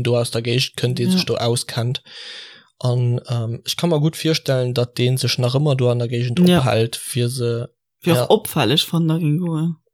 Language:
Luxembourgish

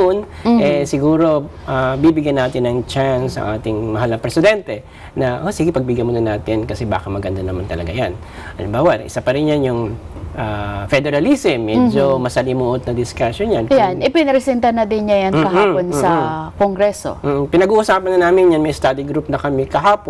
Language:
Filipino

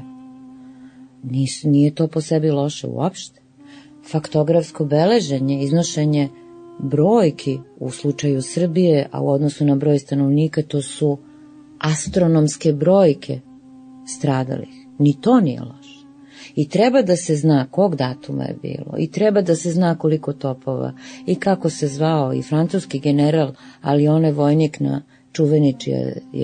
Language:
Serbian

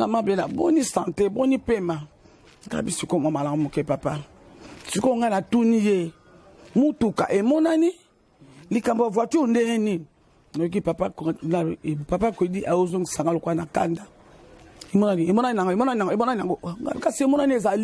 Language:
Lingala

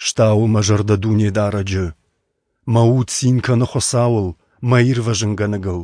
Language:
Ossetic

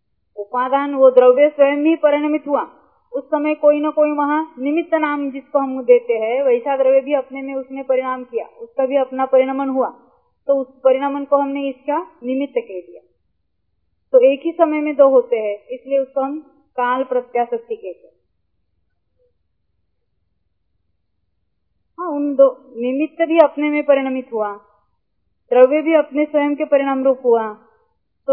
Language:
Hindi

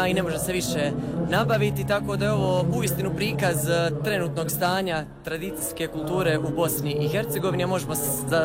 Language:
Croatian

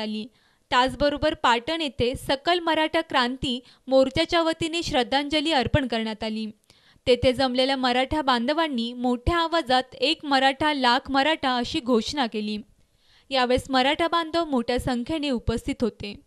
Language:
Marathi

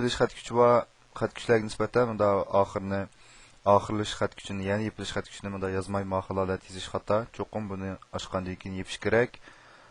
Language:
Uyghur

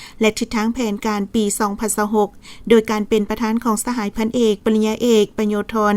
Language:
Lao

